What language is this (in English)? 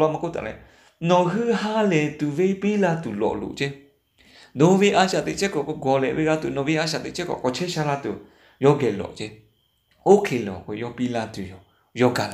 Lahu